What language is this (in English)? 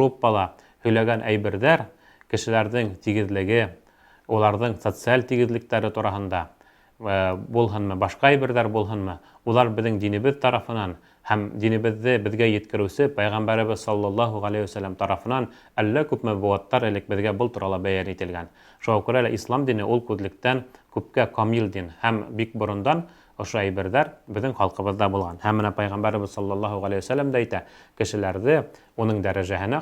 Bashkir